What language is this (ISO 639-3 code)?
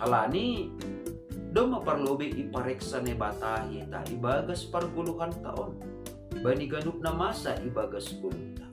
bts